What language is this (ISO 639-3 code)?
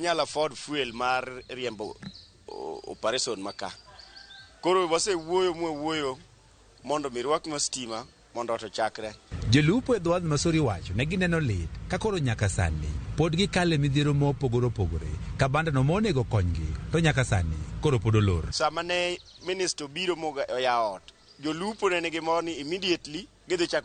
luo